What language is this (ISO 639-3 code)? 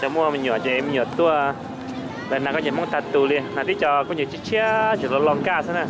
hmn